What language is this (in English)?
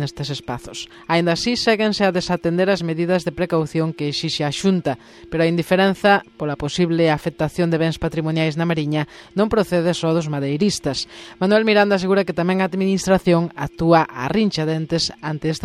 Galician